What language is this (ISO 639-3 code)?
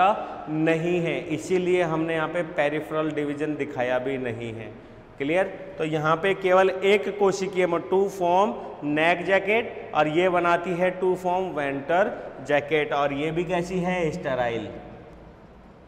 hin